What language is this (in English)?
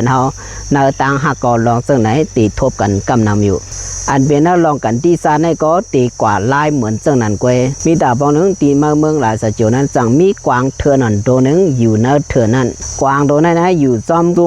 Shan